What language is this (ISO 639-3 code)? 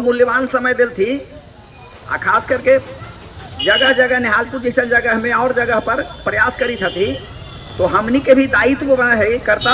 mag